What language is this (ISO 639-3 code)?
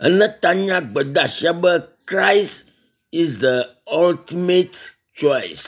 ewe